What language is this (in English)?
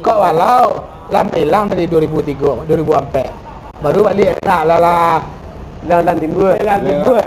Minangkabau